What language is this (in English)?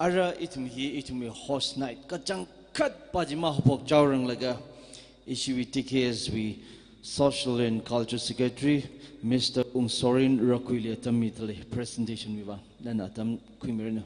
Tangkhul Naga (India)